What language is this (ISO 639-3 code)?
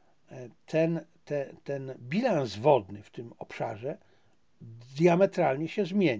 pol